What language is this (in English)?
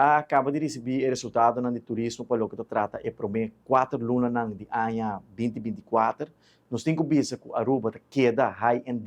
Papiamento